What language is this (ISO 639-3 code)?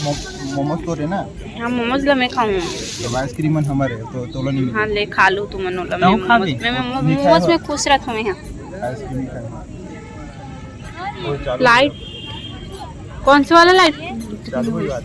hne